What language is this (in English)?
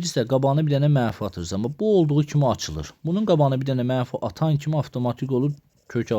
Azerbaijani